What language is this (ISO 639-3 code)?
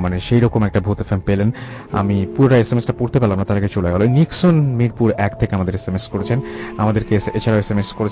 ben